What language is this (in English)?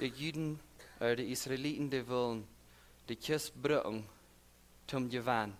Plautdietsch